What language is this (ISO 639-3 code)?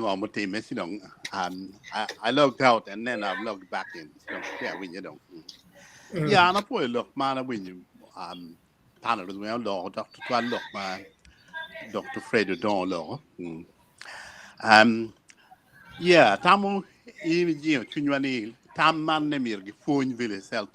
ach